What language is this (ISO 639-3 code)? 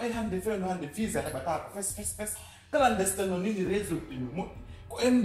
ful